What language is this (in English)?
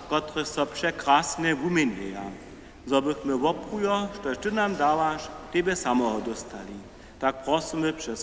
Upper Sorbian